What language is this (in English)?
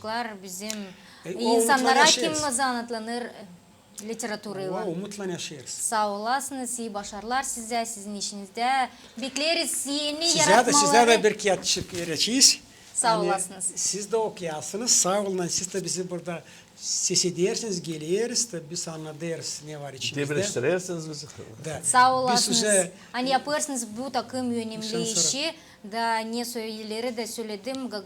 Gagauz